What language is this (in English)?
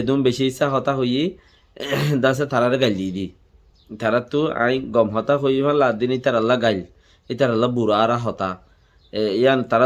Rohingya